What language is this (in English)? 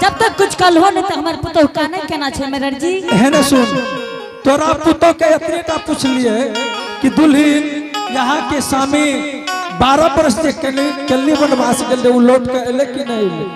Angika